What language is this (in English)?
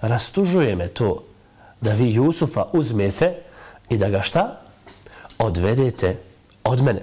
Bosnian